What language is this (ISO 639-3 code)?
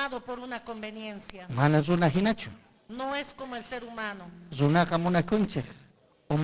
quy